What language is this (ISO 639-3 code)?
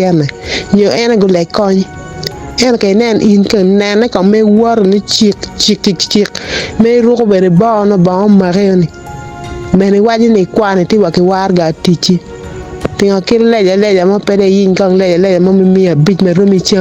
ach